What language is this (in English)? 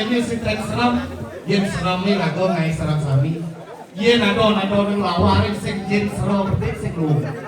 Balinese